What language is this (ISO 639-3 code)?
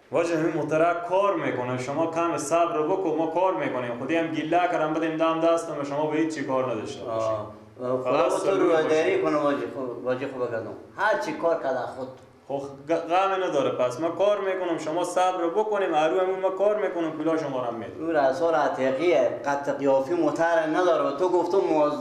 fas